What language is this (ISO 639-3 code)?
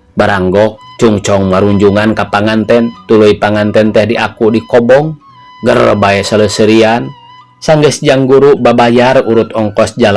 sun